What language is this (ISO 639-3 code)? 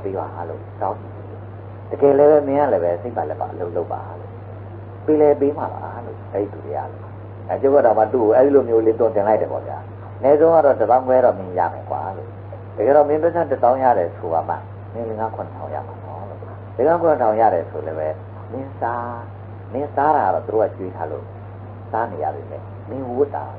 mya